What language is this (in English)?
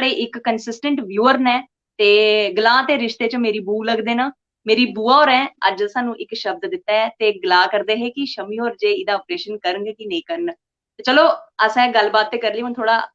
Dogri